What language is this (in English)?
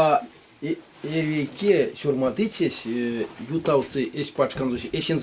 Erzya